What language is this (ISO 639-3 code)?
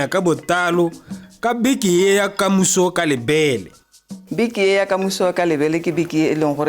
tsn